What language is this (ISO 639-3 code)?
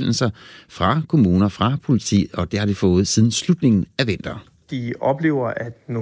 dan